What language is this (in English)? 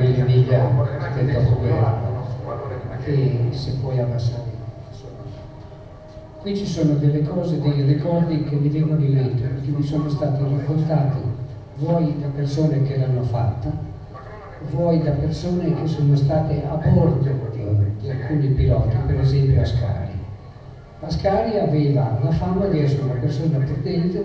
Italian